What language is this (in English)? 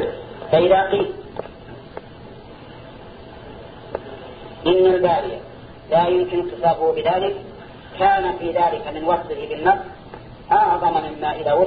Arabic